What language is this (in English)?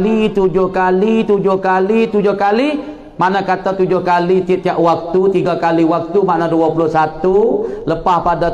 Malay